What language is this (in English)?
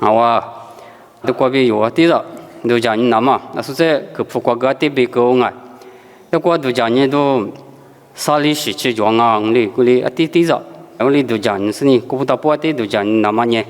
Lisu